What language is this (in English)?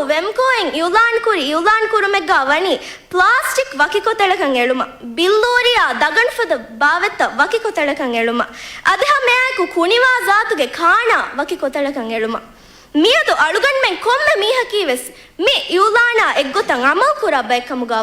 Divehi